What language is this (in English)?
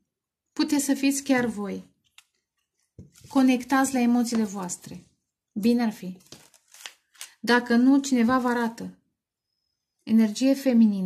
Romanian